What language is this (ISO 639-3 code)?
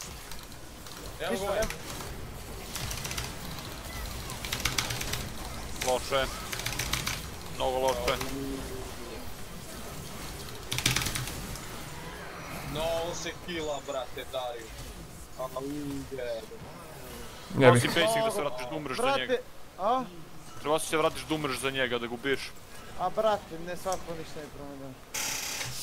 srp